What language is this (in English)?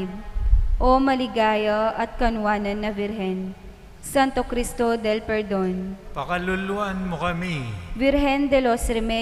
Pampanga